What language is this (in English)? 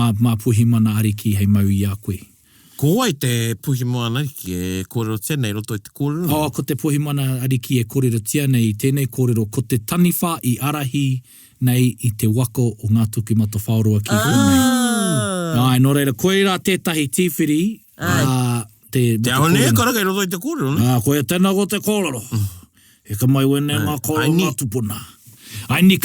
Māori